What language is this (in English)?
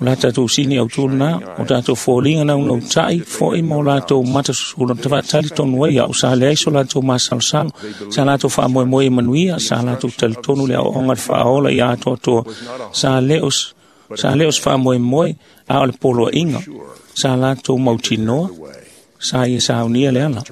Samoan